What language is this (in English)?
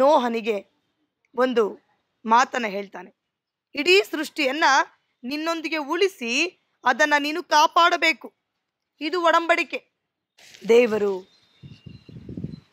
Kannada